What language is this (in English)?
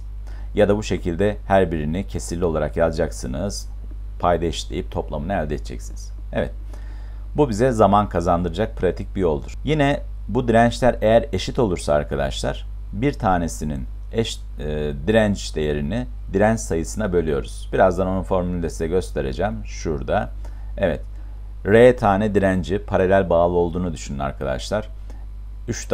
Turkish